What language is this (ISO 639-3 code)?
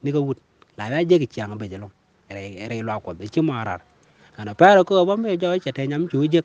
nus